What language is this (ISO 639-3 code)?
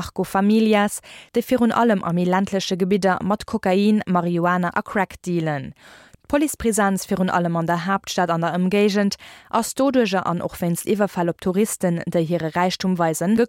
ltz